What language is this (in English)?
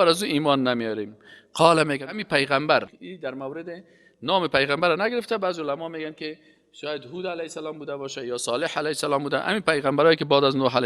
Persian